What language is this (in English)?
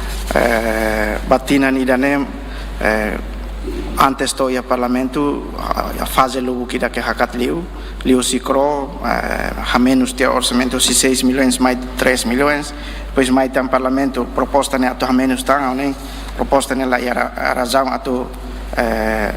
Tetum